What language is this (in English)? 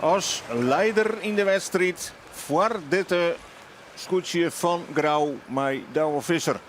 Western Frisian